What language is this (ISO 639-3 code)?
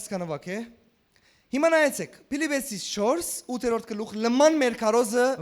hyw